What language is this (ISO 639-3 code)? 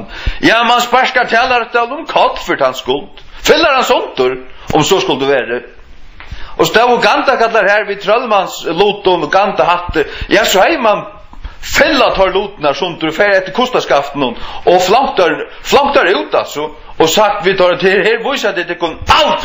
fao